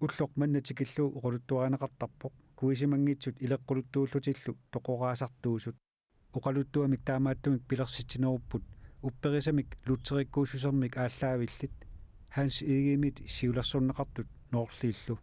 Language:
Kalaallisut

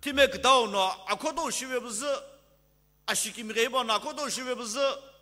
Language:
Sumi Naga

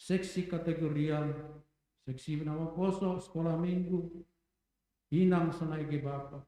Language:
Batak Simalungun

